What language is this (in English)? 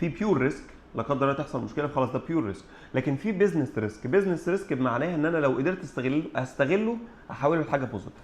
Egyptian Arabic